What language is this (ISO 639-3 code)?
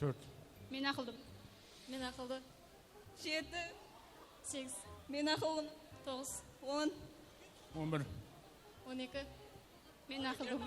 kaa